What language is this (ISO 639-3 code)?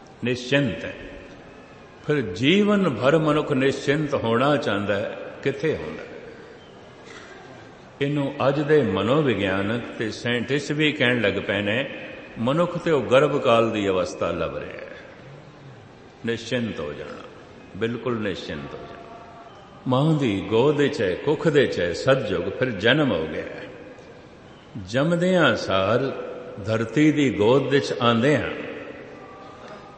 pan